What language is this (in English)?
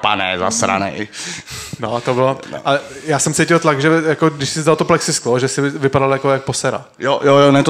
Czech